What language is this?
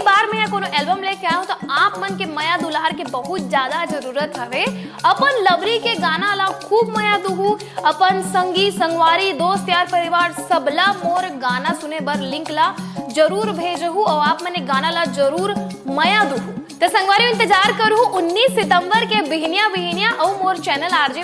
Chhattisgarhi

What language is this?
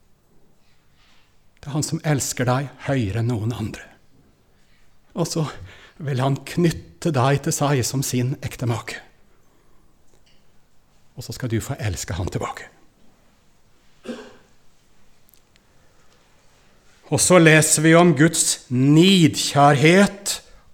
Norwegian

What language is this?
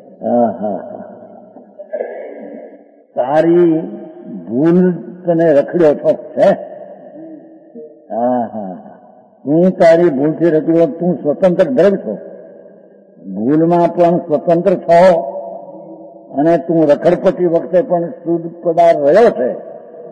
Gujarati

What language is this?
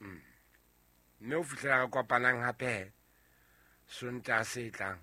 Southern Sotho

